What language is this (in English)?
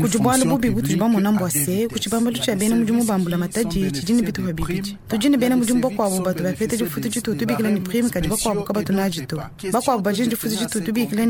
Luba-Lulua